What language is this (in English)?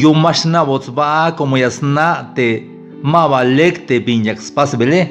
Tzeltal